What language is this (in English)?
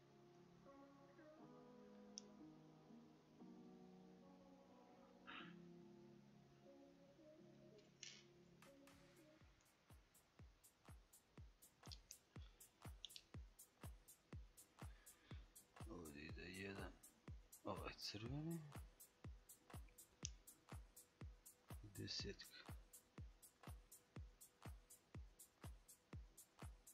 Croatian